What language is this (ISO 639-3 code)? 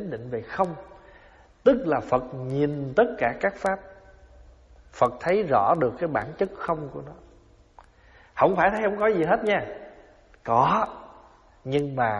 vie